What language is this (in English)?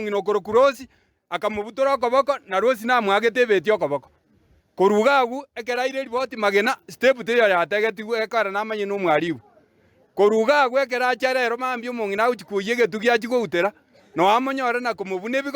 Gusii